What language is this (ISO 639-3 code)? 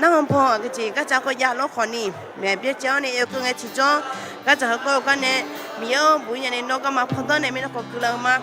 ahk